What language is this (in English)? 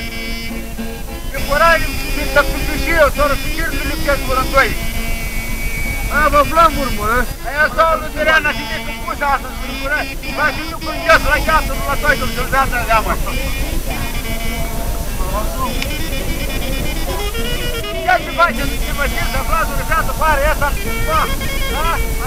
Romanian